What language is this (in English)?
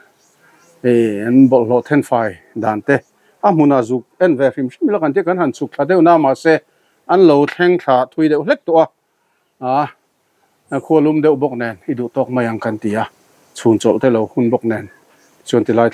Mizo